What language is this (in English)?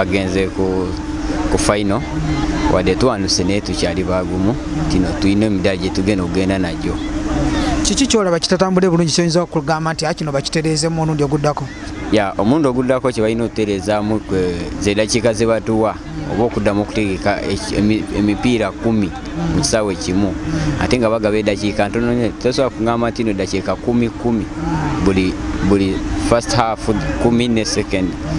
Ganda